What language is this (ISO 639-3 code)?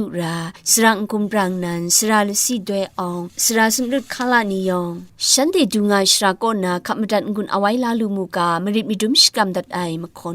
kac